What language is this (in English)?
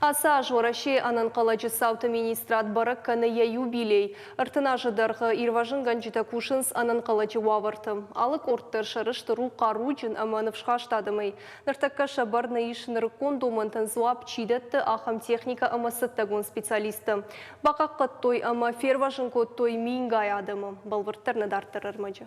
Ossetic